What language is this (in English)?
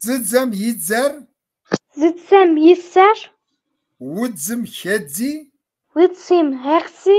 Kabardian